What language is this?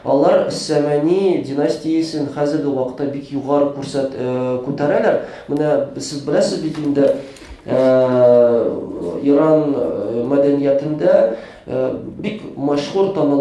Tatar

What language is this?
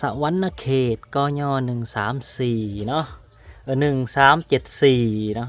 Lao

